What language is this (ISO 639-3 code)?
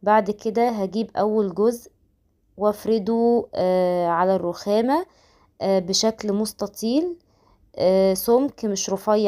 arz